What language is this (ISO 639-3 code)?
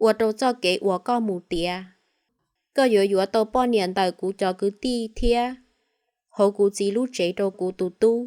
hmn